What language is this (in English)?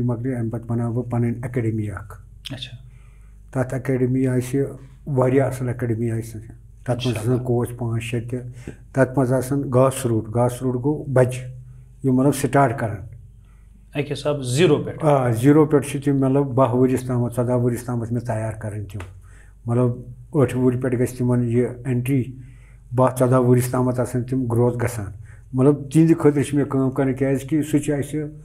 Kashmiri